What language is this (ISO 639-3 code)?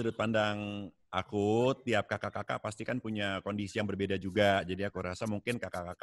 ind